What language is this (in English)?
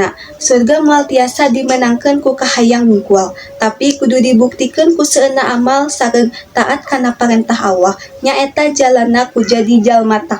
Sundanese